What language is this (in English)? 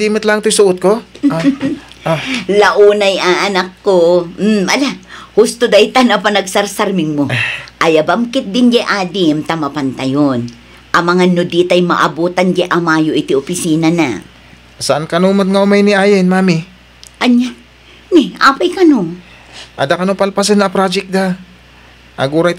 Iloko